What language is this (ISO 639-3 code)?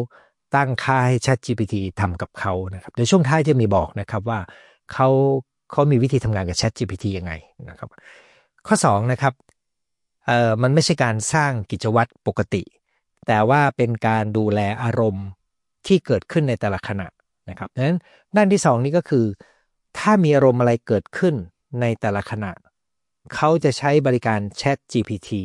tha